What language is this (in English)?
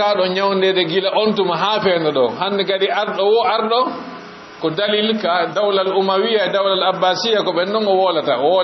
Fula